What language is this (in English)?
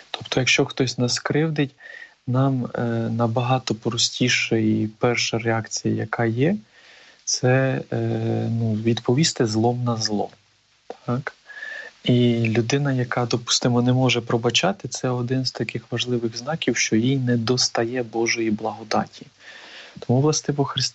Ukrainian